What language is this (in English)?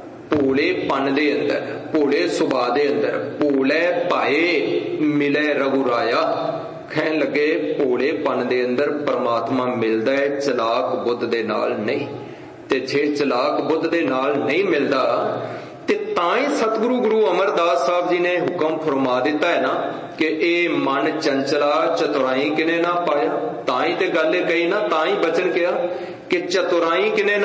Punjabi